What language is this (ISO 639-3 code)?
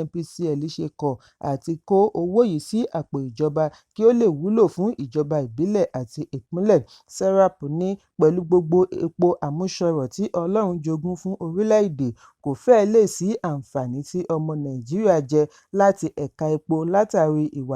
yor